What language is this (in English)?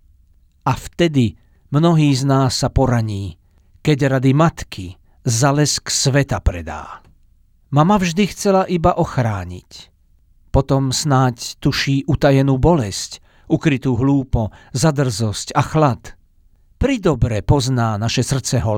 Slovak